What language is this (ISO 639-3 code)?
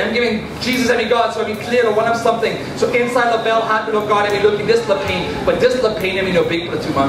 tpi